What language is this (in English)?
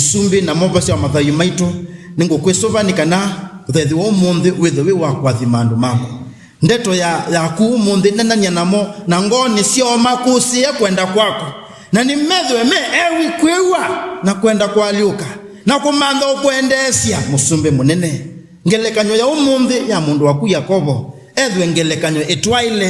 Kamba